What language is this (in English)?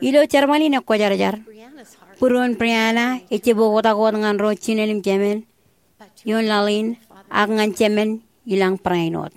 Marshallese